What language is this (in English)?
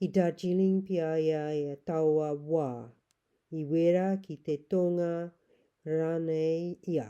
Māori